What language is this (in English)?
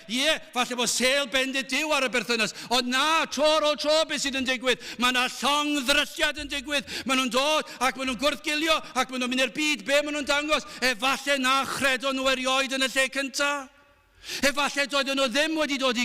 Welsh